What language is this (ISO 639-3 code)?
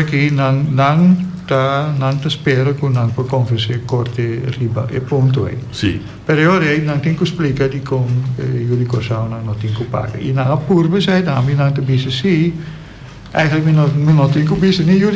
pap